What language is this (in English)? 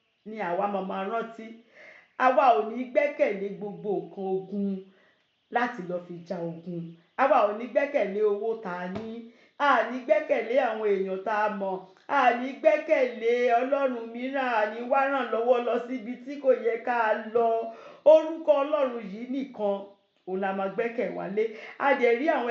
Yoruba